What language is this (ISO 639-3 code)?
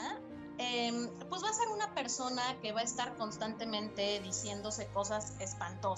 spa